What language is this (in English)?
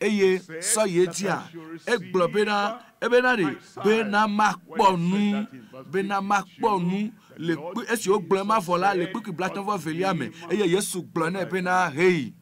Ewe